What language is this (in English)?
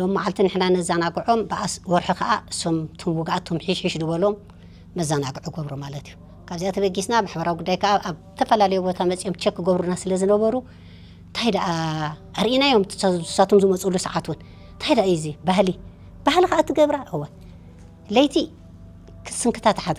Tigrinya